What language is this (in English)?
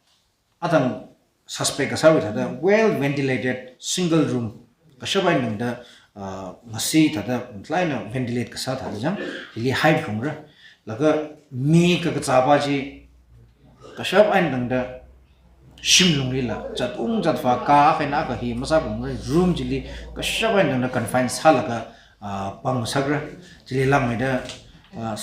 Tangkhul Naga (India)